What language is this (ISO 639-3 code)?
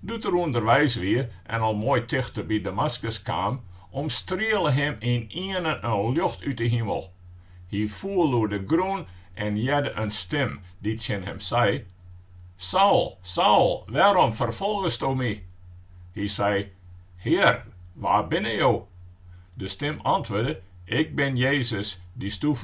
fry